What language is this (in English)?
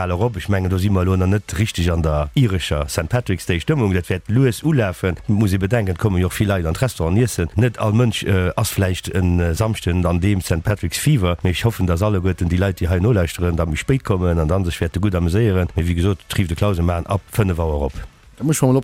Luxembourgish